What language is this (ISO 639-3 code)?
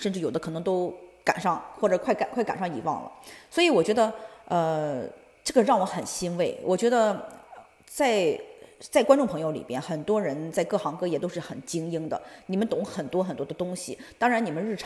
zho